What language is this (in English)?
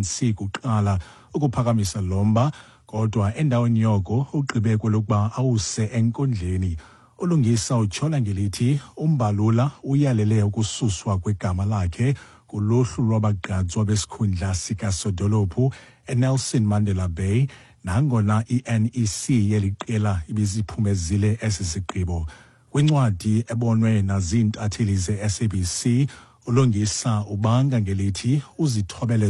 Xhosa